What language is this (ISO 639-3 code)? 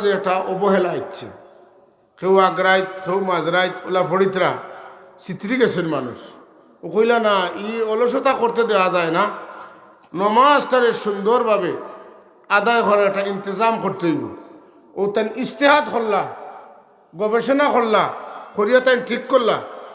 syl